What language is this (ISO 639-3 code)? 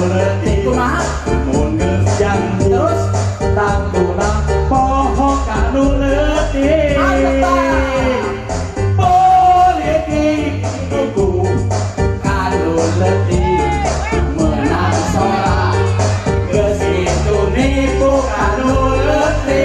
sun